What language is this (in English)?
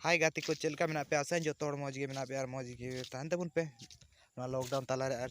Santali